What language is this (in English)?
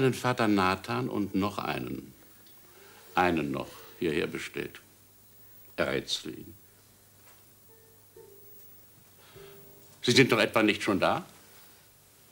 German